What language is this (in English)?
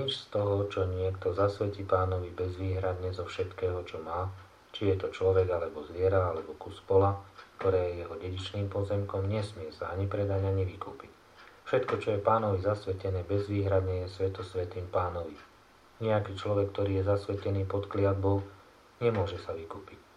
Slovak